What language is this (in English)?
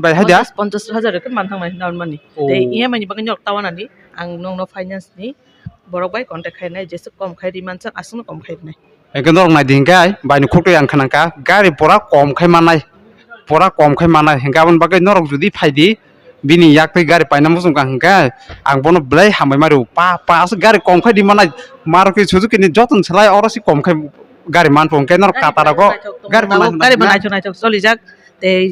Kok Borok